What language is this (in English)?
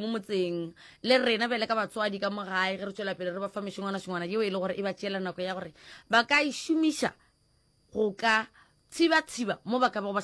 Northern Sotho